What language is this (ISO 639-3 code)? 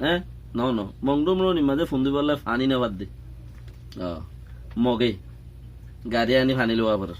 rhg